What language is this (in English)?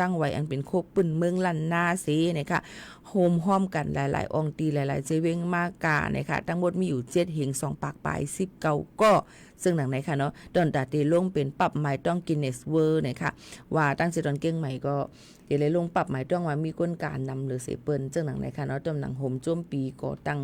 Shan